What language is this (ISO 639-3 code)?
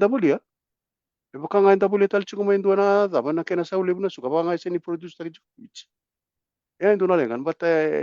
fij